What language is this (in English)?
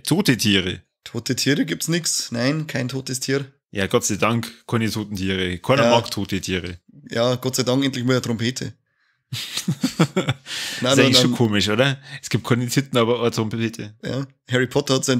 Bavarian